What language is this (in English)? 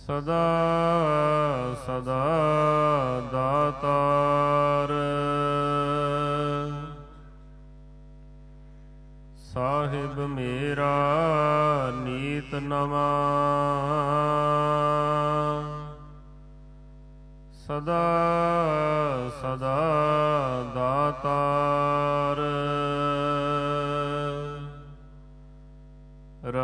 Punjabi